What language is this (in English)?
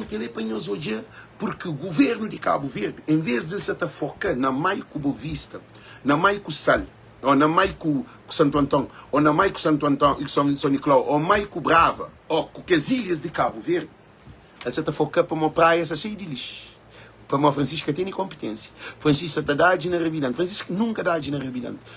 Kabuverdianu